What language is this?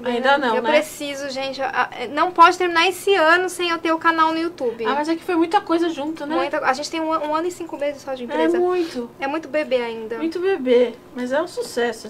Portuguese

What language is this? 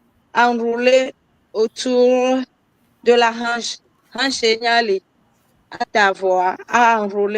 Ewe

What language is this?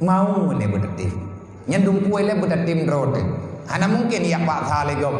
Achinese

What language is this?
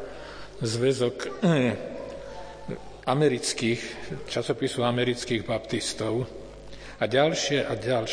Slovak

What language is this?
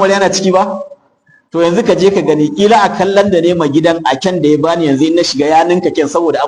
Hausa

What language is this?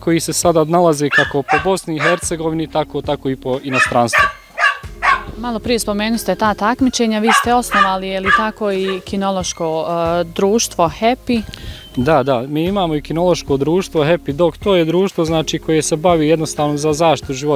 Bosnian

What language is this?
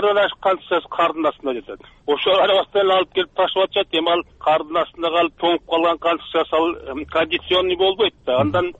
Kyrgyz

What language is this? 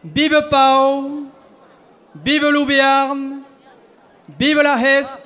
Occitan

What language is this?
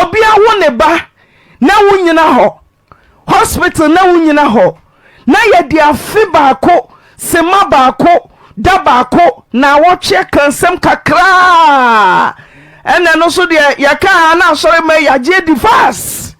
Akan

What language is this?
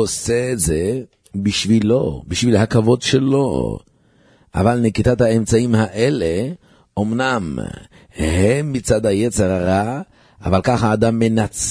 Hebrew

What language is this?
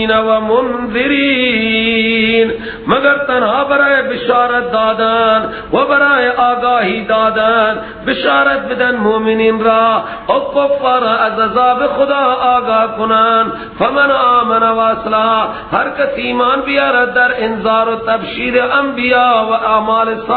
Persian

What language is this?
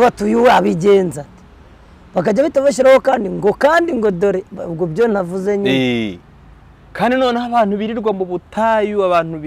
Kinyarwanda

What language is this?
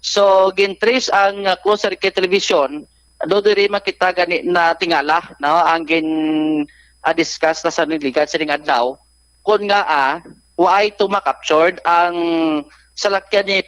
Hiligaynon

